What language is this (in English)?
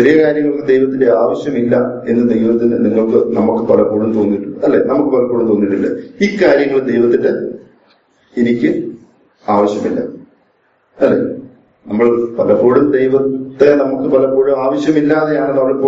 Malayalam